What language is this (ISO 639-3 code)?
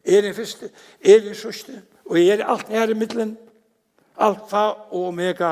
fao